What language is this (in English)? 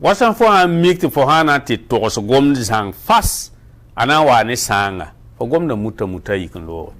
Mossi